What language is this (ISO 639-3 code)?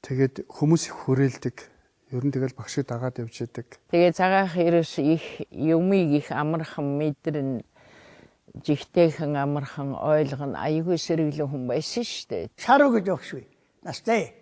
mon